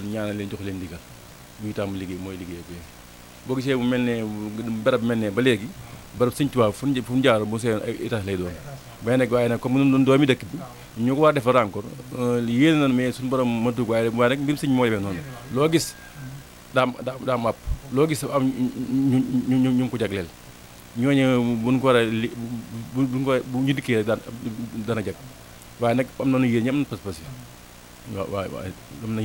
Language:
Wolof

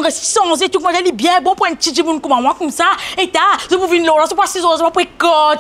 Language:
Morisyen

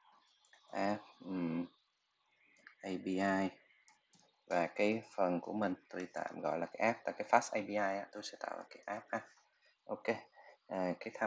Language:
Vietnamese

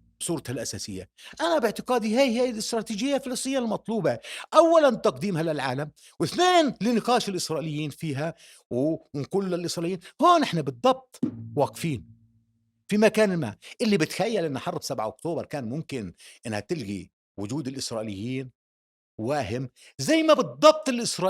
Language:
North Levantine Arabic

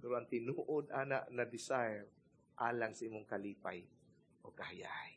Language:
Cebuano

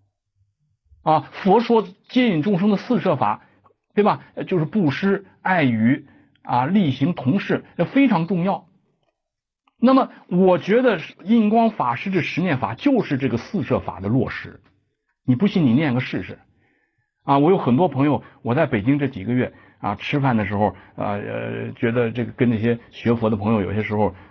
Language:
Chinese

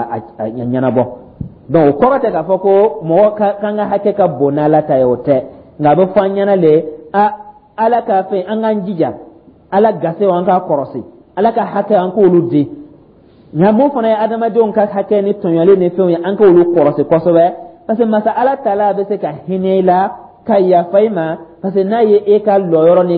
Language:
Dyula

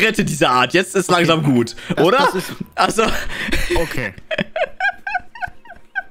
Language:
German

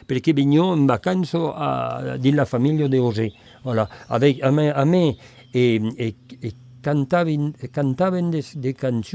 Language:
Occitan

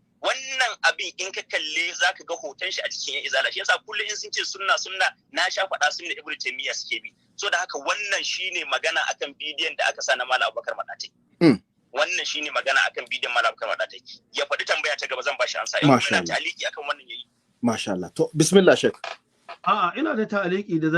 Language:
Hausa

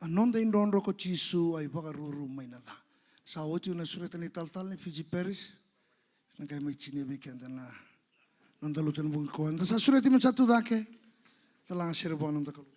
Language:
Fijian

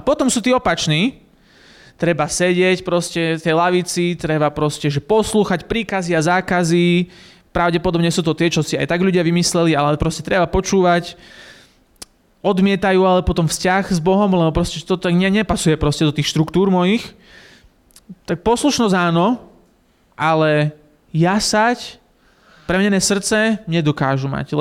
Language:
Slovak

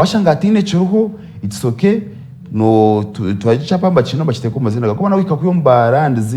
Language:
Nyankole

